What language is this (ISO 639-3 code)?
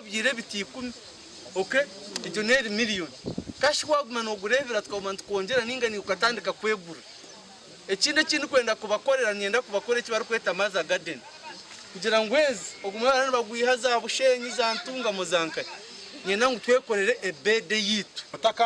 nyn